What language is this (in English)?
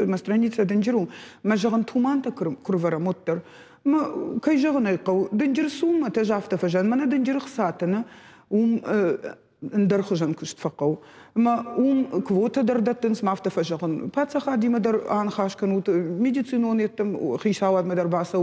Ossetic